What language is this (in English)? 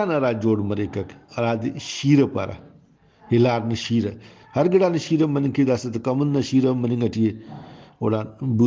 Brahui